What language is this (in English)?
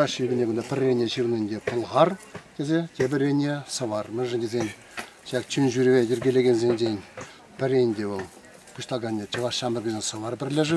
Chuvash